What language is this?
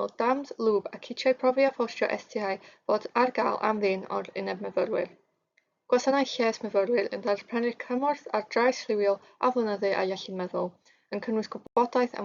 Welsh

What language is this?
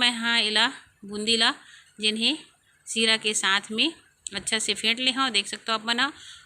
Chhattisgarhi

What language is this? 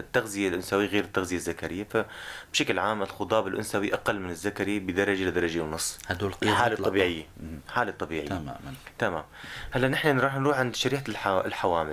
North Levantine Arabic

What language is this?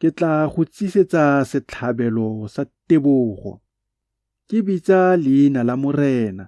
Tswana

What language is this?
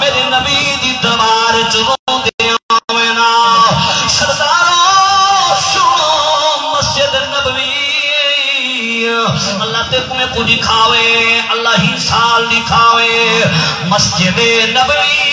Saraiki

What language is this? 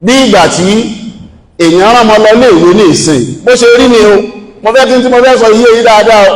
Yoruba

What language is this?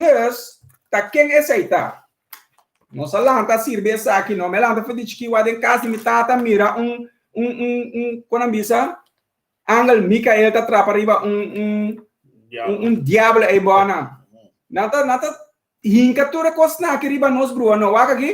Papiamento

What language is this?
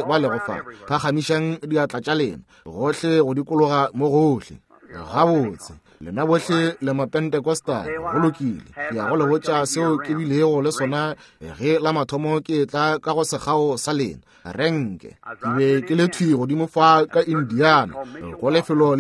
Northern Sotho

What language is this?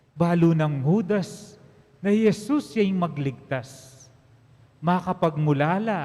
Pampanga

